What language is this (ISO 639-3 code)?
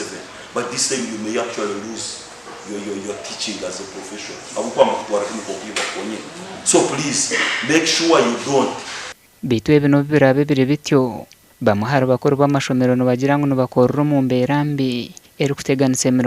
nyn